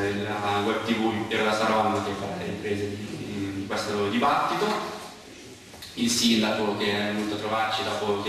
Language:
Italian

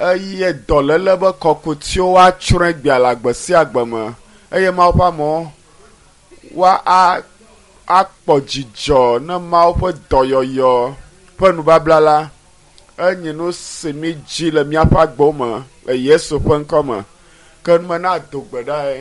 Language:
Ewe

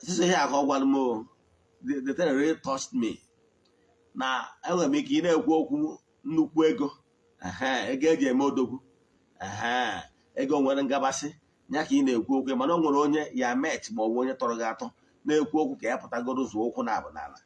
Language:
Igbo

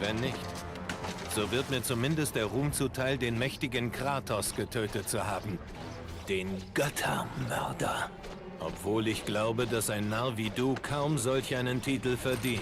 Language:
Bavarian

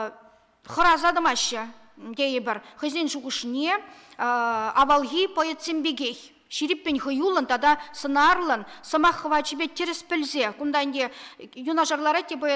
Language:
Chuvash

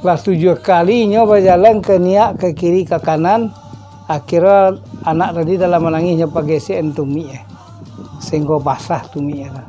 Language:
Minangkabau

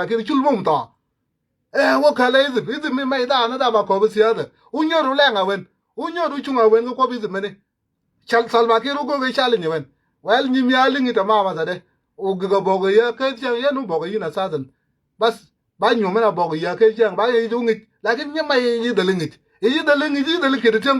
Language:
Nuer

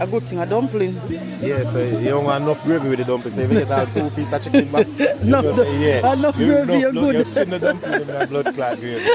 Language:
Jamaican Creole English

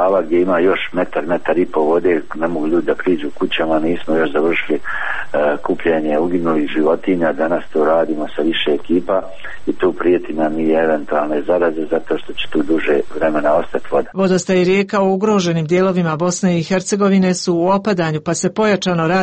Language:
Serbian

